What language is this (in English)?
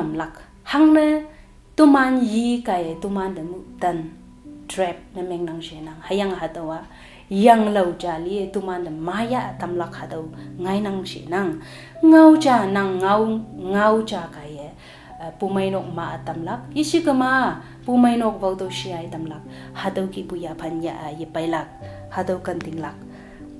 Konyak Naga